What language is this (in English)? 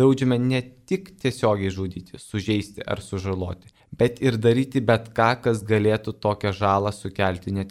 Lithuanian